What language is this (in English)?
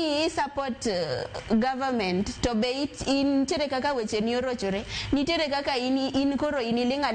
Luo (Kenya and Tanzania)